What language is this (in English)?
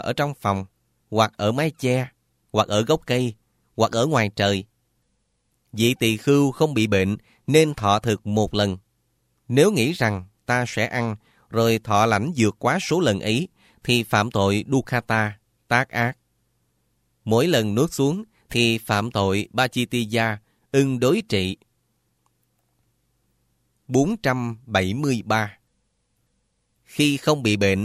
Vietnamese